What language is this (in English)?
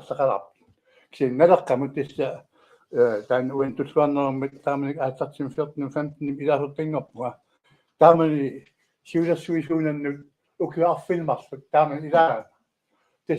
Kalaallisut